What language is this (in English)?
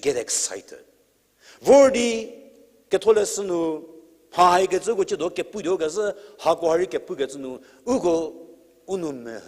Angami Naga